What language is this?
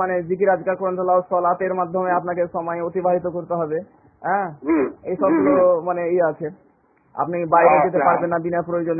Bangla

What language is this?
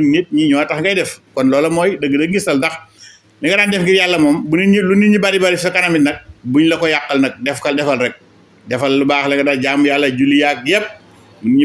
Wolof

